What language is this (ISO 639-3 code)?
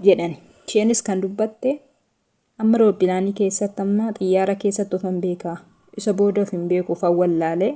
orm